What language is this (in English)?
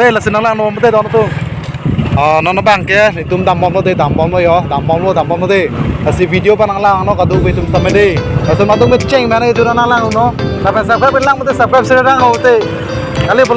Karbi